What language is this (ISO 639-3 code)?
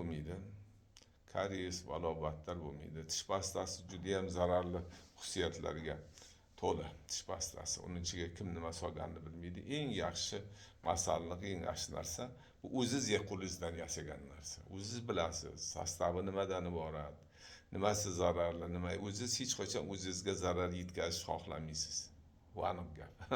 uzb